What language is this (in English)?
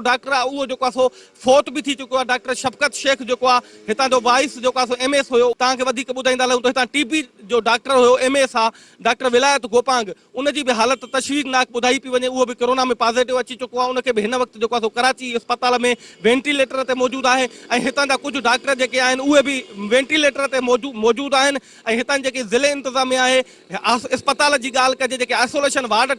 Sindhi